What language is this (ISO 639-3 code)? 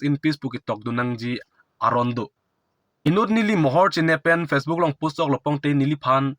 mjw